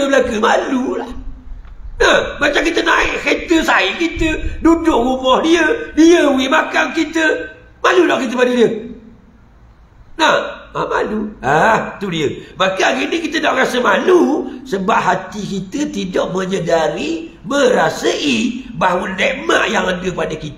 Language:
Malay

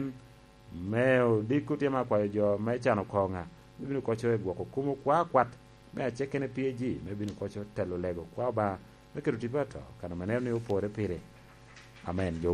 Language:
Lango (Uganda)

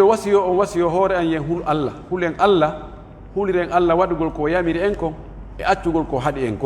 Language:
Pular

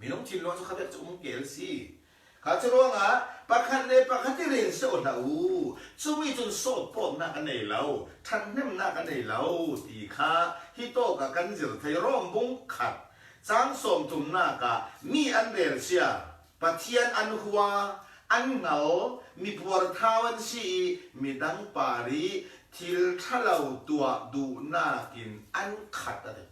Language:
Falam Chin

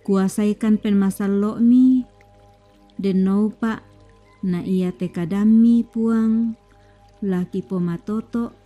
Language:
Toraja-Sa'dan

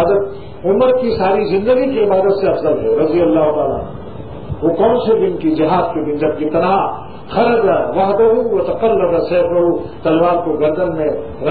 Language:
Urdu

